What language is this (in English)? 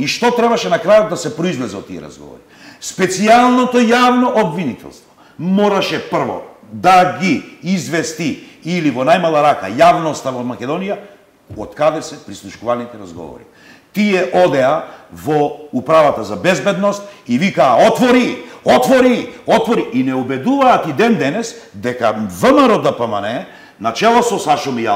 Macedonian